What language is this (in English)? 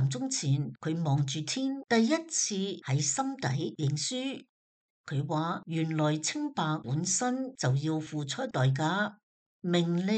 Cantonese